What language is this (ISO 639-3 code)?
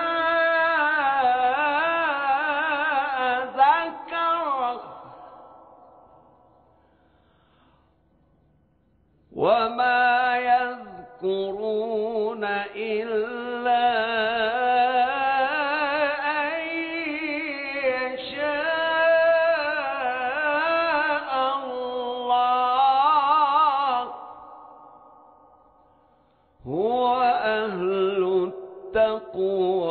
ara